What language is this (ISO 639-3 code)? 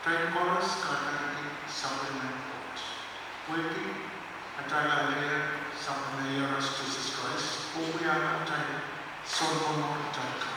pon